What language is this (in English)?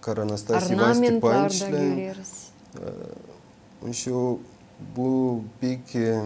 Gagauz